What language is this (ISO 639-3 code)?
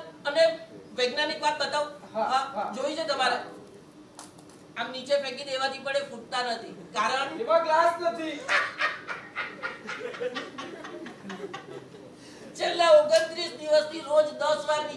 guj